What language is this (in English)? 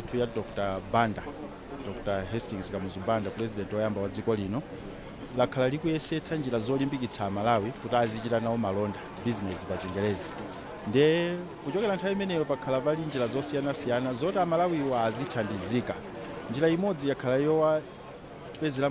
Nyanja